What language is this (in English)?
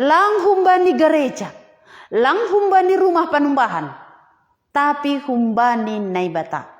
Batak Simalungun